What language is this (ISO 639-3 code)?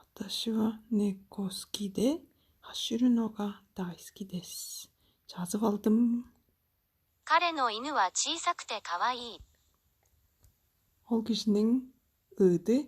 tyv